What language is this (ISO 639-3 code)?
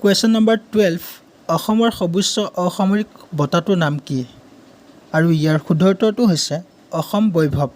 asm